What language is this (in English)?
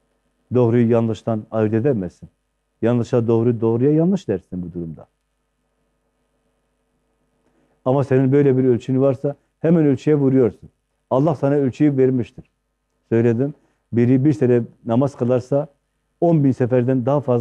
Turkish